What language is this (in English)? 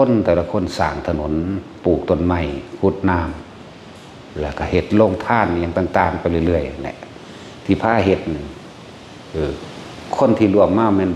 Northeastern Thai